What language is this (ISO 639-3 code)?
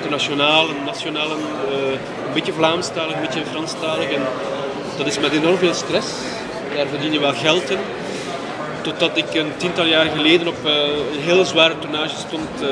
nld